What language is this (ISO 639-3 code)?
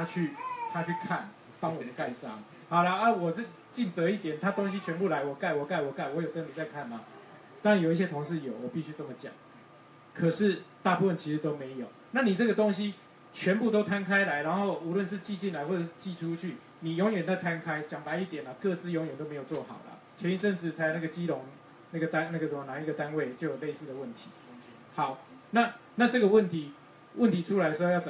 zho